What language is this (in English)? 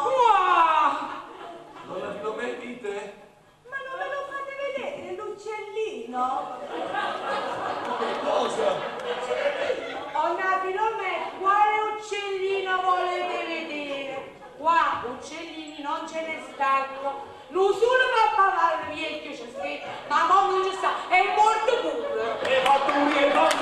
Neapolitan